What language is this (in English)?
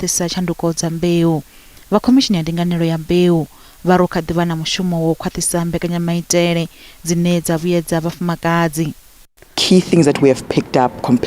Venda